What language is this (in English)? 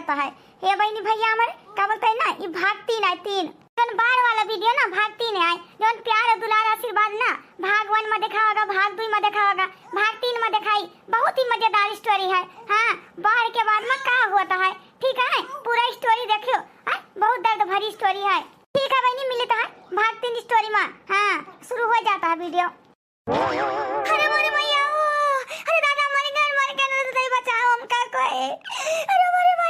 Awadhi